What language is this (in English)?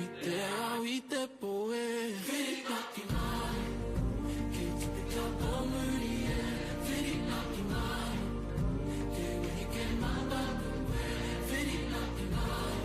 Māori